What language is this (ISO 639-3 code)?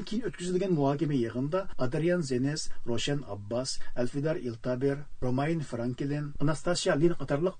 uig